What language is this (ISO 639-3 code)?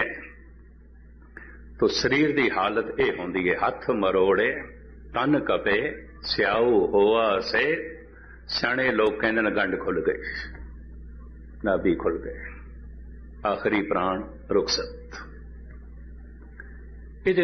pan